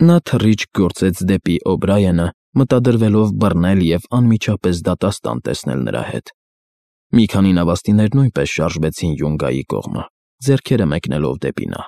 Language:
Armenian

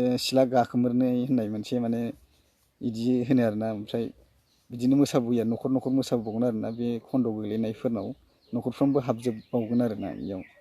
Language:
Bodo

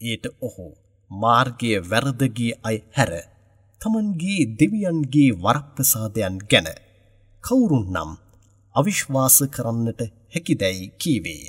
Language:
Sinhala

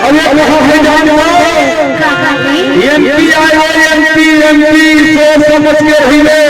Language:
Chhattisgarhi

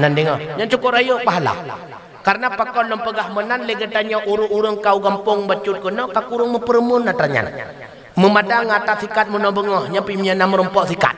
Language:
Achinese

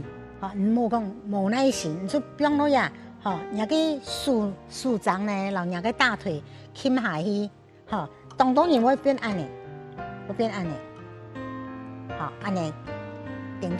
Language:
Hakka Chinese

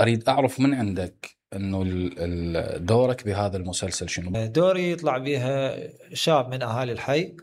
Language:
Mesopotamian Arabic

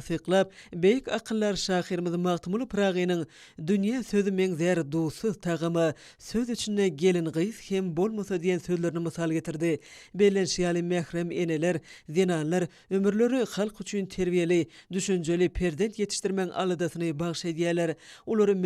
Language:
Turkmen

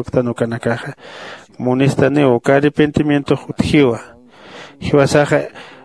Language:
Aymara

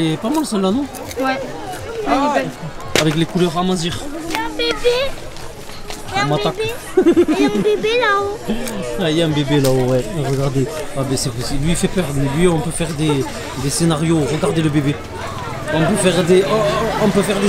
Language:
French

